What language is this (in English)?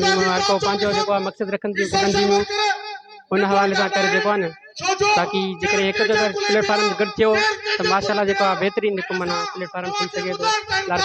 Sindhi